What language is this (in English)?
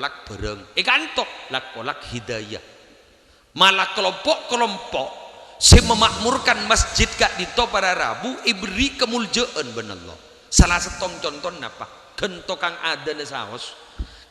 Madurese